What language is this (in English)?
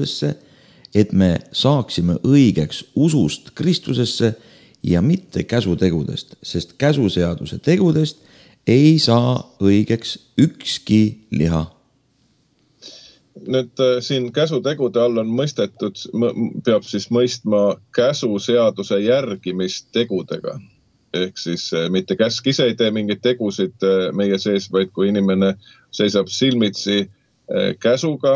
Estonian